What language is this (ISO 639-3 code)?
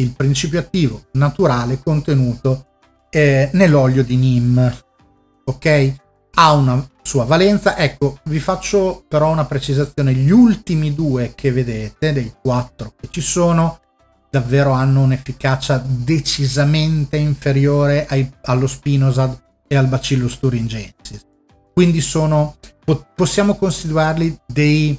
ita